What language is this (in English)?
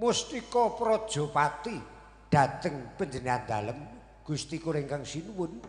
Javanese